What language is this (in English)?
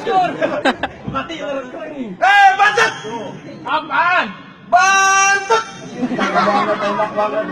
Betawi